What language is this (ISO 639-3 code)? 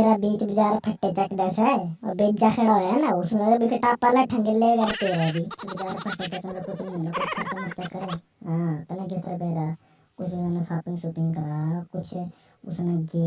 bgc